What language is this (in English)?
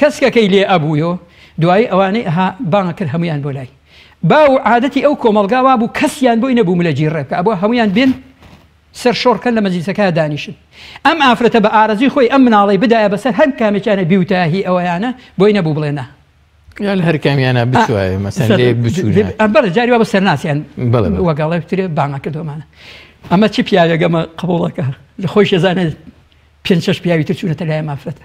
Central Kurdish